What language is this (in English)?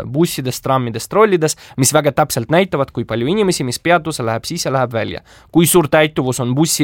Estonian